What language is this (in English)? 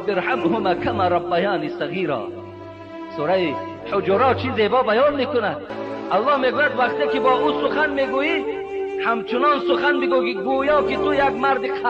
Tajik